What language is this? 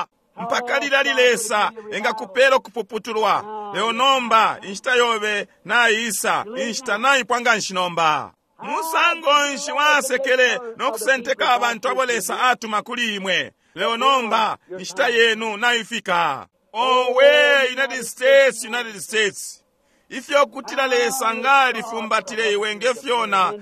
Bemba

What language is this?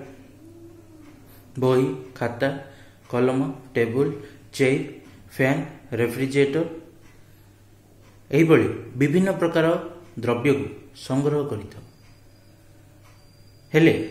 Odia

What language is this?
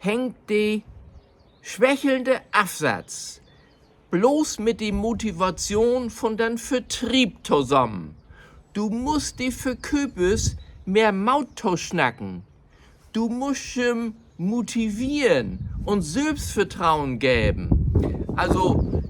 Low German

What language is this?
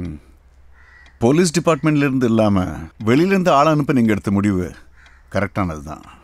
Tamil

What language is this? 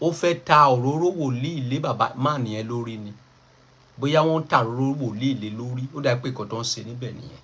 Yoruba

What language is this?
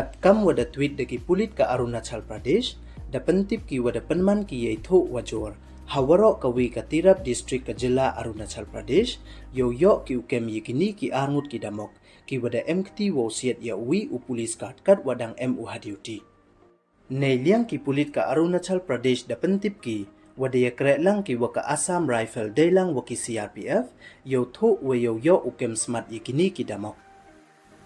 Pnar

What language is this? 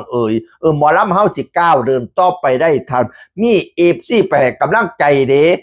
Northeastern Thai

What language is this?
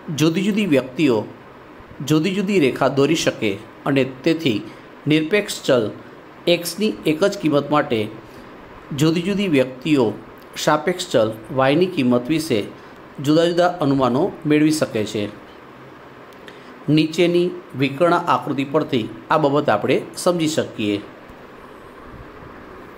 Gujarati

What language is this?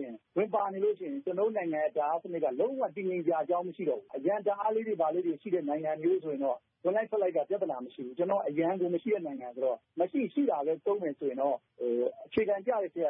Burmese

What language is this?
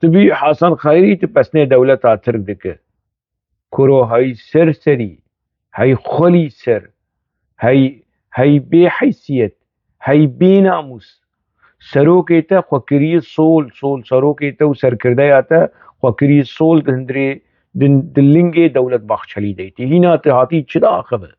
Kurdish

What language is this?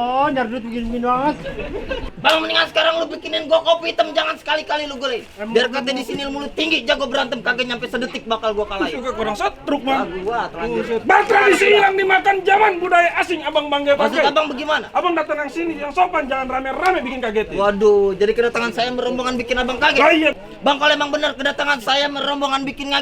Betawi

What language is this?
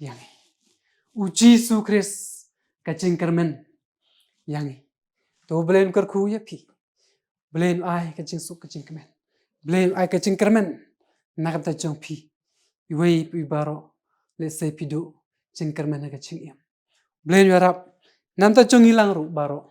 Khasi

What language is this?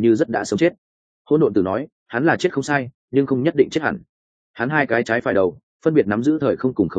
Vietnamese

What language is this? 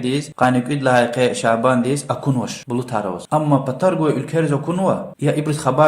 Lezghian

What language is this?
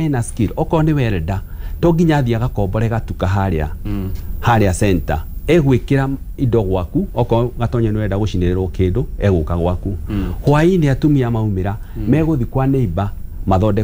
Kikuyu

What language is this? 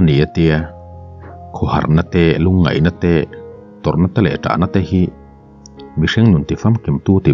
Mizo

